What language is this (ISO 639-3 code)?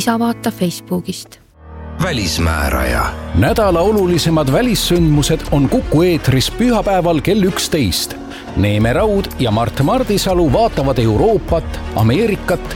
est